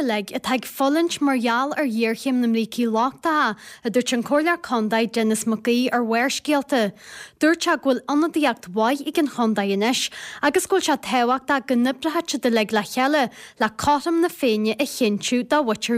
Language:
Irish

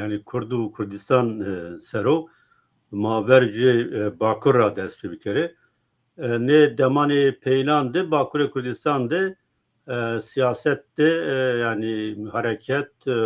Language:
Zaza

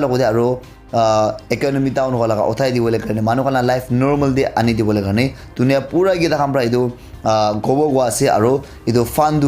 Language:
Naga Pidgin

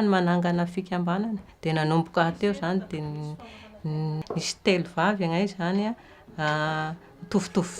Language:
Malagasy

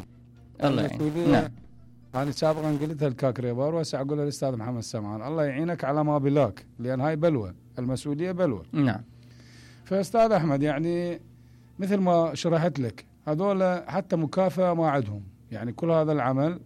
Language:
Mesopotamian Arabic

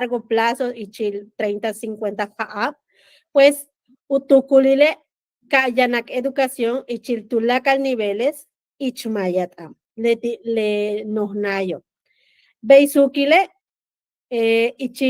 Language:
Yucateco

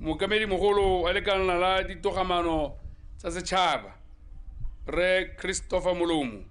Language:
Tswana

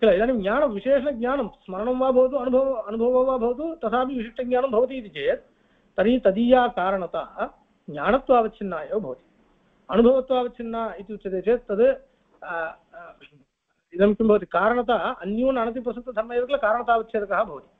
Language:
Sanskrit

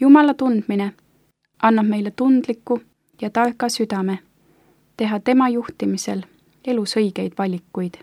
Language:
Estonian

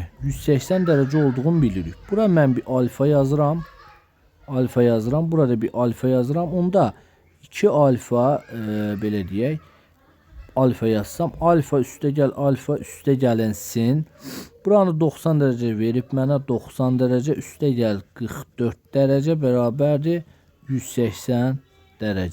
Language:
Azerbaijani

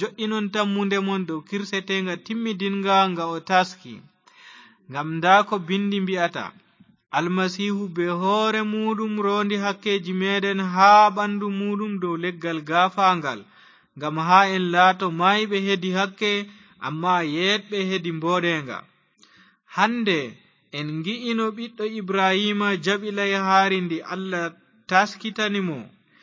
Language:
Fula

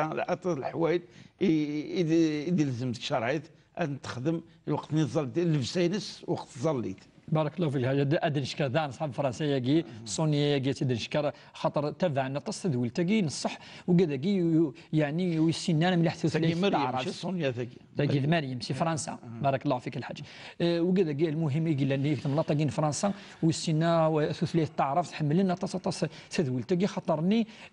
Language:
Kabyle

